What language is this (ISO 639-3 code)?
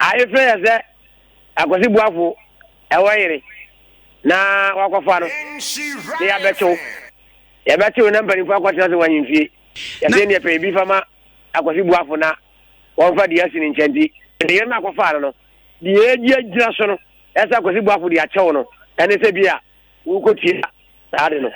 aka